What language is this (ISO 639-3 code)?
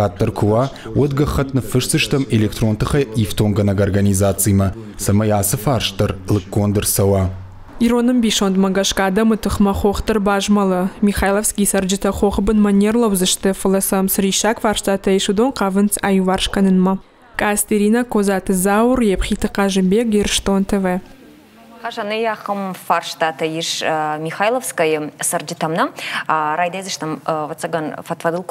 oss